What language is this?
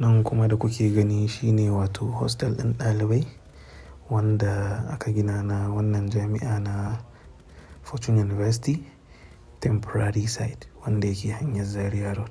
Hausa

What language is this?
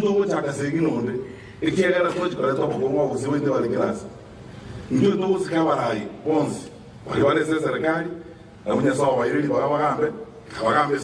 Gusii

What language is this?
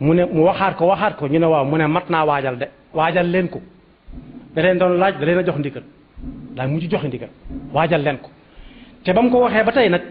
Wolof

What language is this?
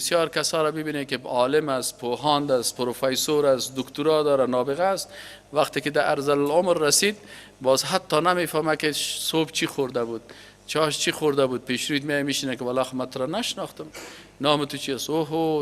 Persian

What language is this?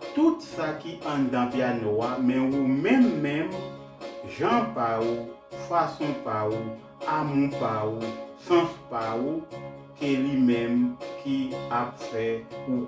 Haitian Creole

